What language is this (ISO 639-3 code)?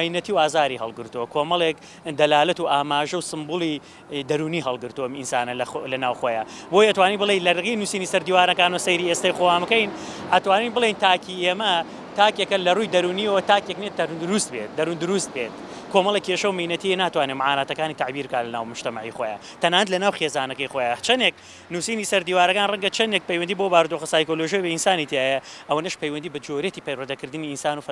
ckb